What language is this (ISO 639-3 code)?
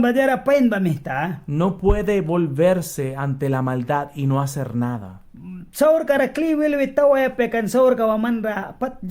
miq